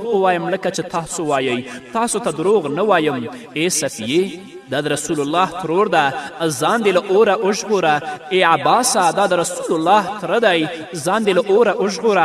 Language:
Pashto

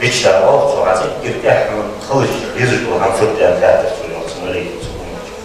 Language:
Ingush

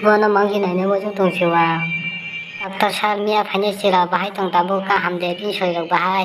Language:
Kok Borok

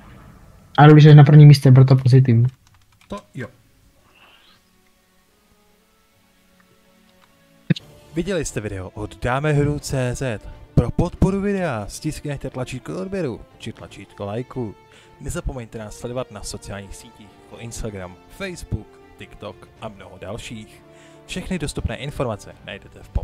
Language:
Czech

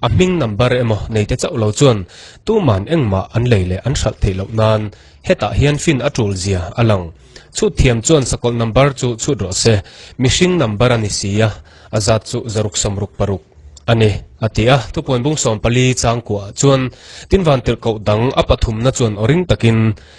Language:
Mizo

